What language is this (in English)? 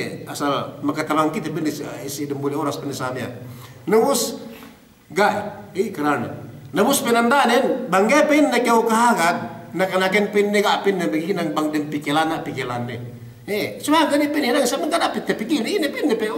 Yakan